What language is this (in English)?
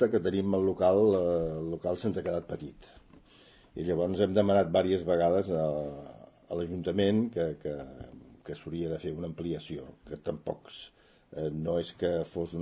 Catalan